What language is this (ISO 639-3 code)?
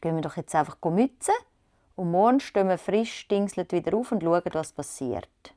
gsw